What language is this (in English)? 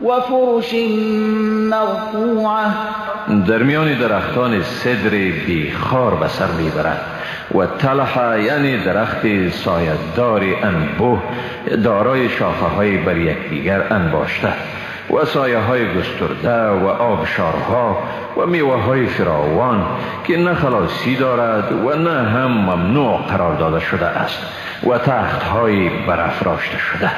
Persian